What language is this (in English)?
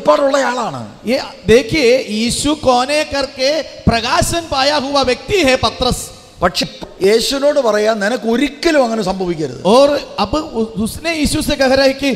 Malayalam